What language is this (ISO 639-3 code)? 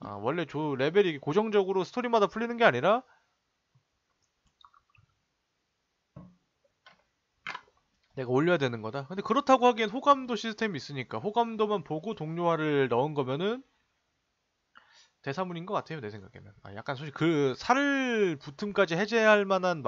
kor